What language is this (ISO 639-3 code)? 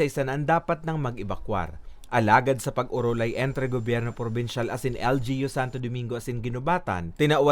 bik